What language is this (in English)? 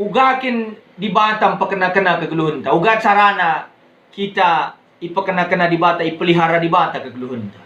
Batak Karo